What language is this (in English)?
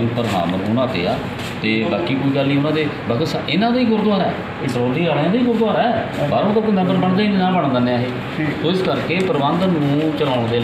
Punjabi